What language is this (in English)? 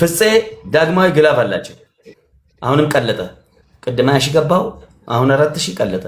Amharic